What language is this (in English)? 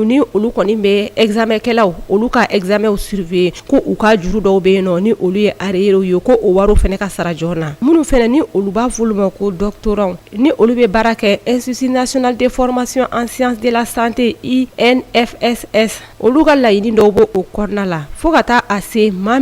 Bambara